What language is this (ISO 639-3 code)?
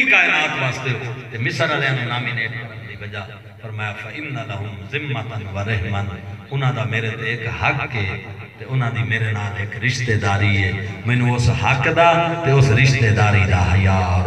skr